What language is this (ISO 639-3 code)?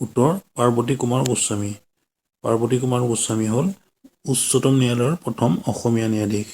asm